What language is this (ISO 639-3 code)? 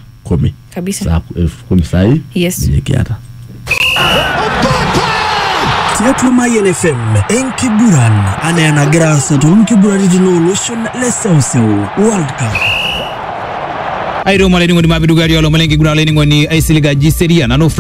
swa